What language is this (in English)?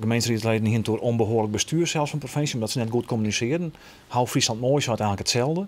Western Frisian